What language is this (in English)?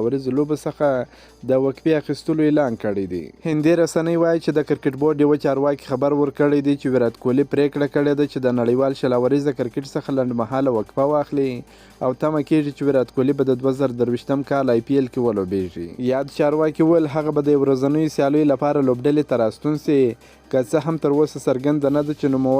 Pashto